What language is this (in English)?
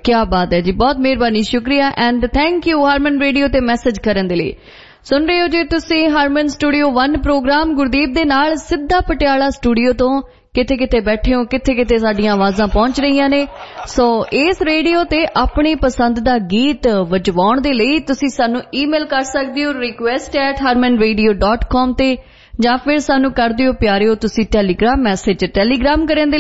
Punjabi